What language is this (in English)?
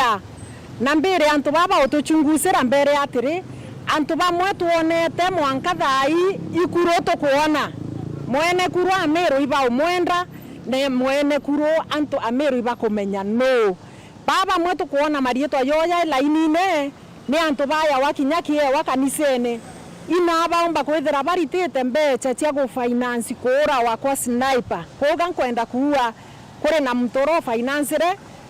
Meru